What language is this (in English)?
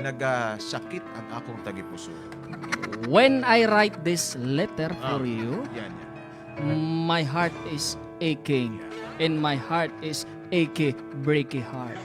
Hiligaynon